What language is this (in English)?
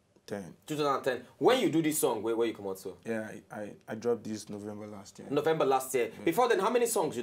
Nigerian Pidgin